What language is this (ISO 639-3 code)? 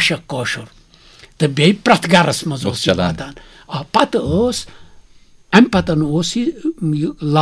kas